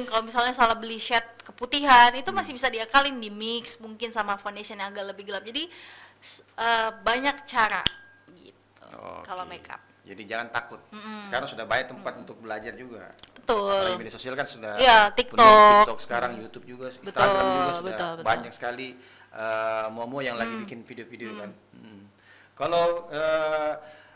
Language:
Indonesian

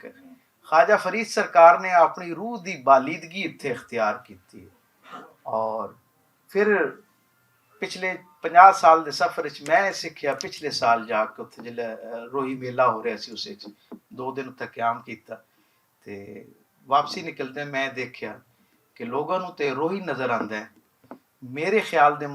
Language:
Western Panjabi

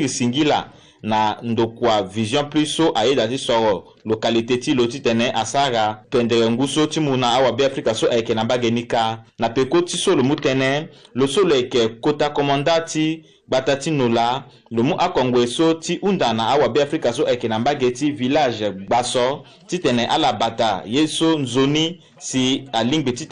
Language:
Sango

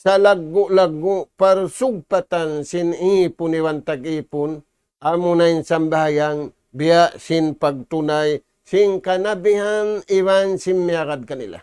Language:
Tausug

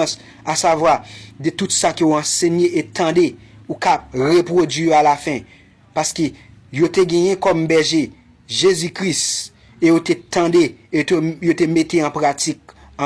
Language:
Haitian Creole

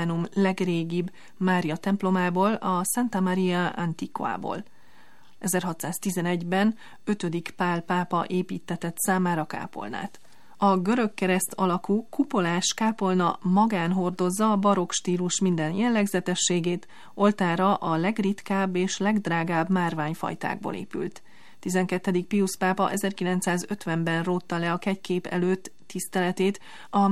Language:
Hungarian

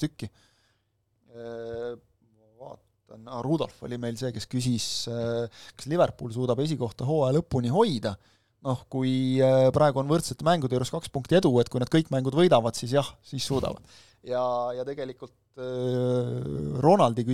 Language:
Estonian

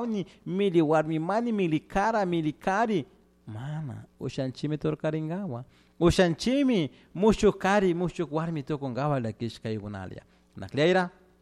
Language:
Chimborazo Highland Quichua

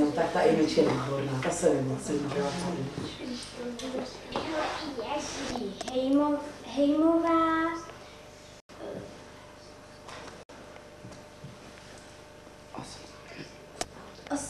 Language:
Czech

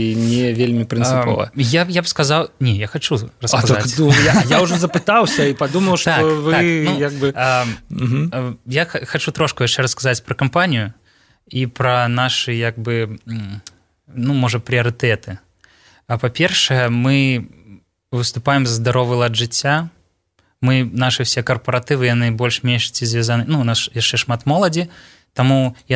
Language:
Belarusian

